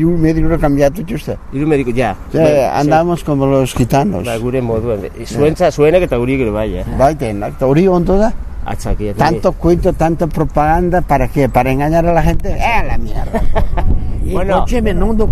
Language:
Basque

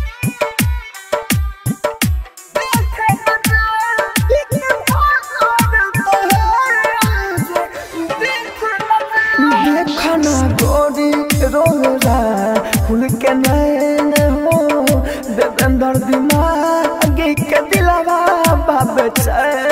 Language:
Bhojpuri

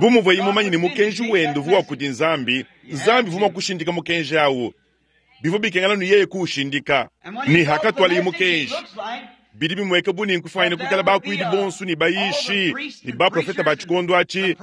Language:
Luba-Lulua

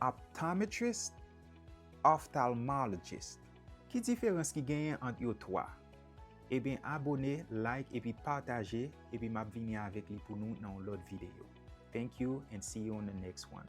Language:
Haitian Creole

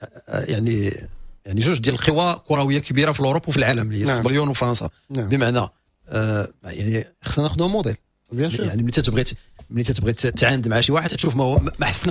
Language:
Moroccan Arabic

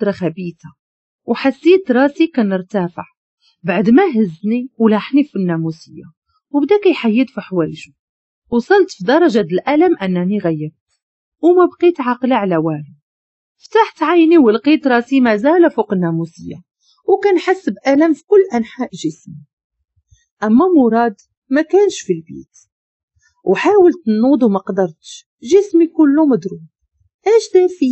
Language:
Moroccan Arabic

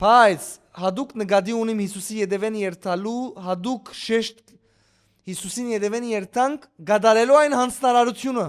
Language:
Western Armenian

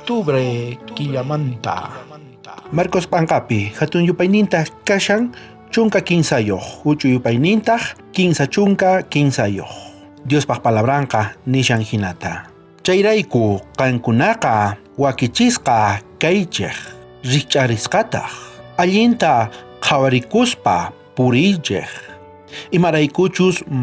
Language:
South Bolivian Quechua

